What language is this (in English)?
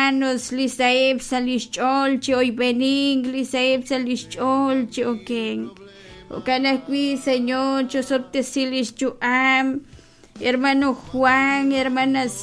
Kekchí